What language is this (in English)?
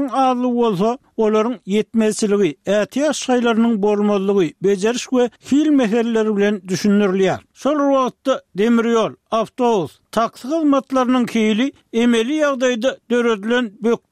Turkmen